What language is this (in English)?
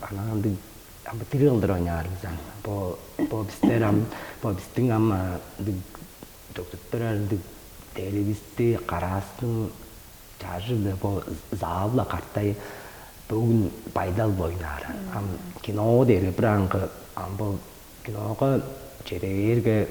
Tuvinian